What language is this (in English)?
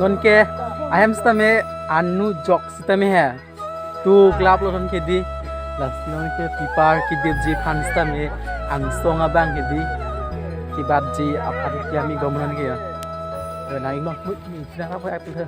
Karbi